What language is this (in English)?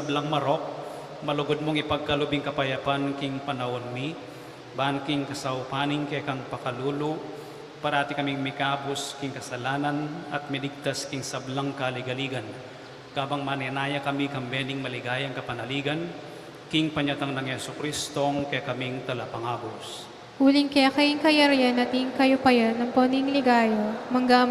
Pampanga